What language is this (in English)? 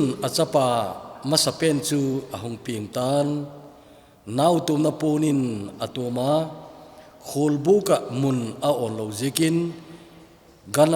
Thado Chin